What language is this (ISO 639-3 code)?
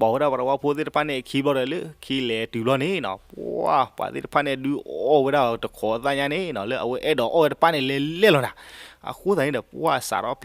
ksw